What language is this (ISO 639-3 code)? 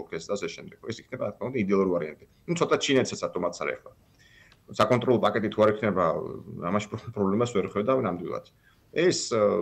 kat